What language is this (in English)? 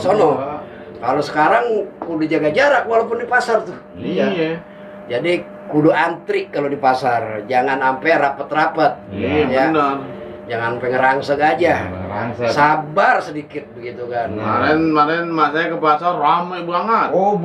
Betawi